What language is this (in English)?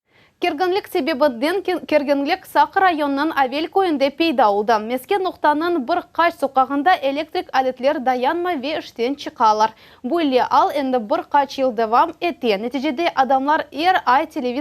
Crimean Tatar